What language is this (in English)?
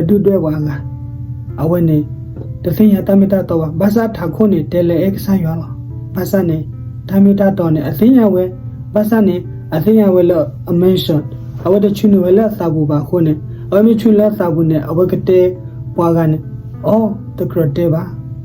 S'gaw Karen